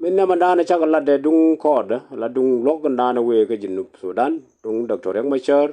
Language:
Nuer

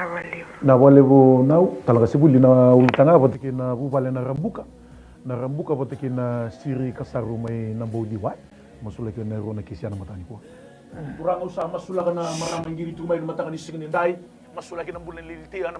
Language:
Fijian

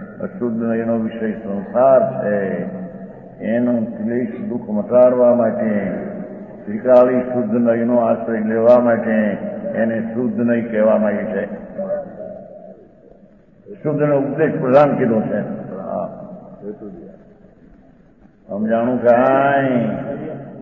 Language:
Gujarati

